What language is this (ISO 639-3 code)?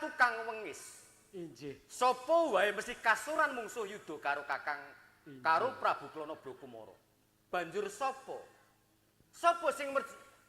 jav